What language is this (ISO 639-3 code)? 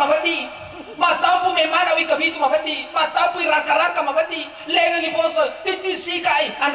bug